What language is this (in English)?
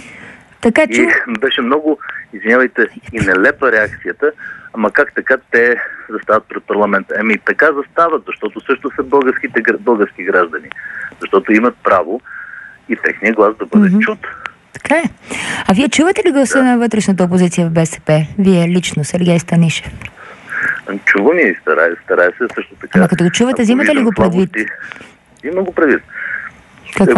Bulgarian